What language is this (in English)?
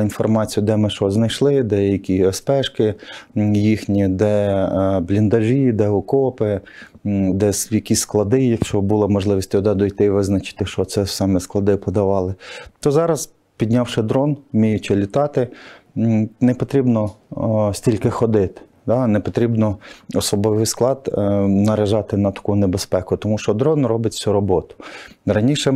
Ukrainian